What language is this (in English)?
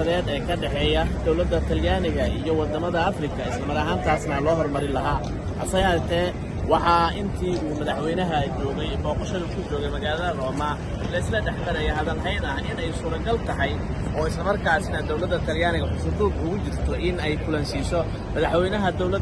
Somali